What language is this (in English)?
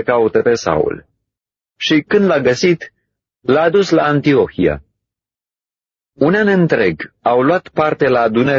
Romanian